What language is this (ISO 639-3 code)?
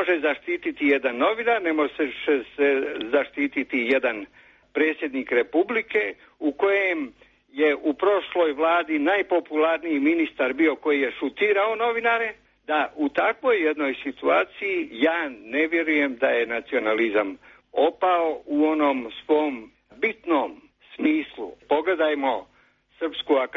srp